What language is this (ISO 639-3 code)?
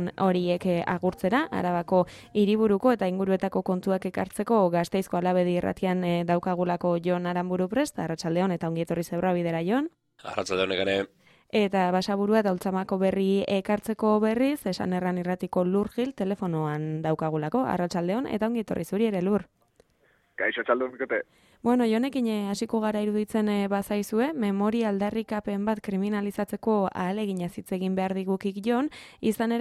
eus